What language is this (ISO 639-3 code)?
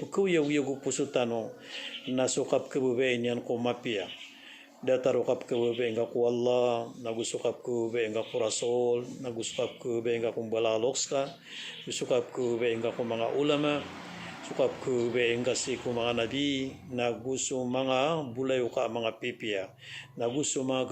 mrw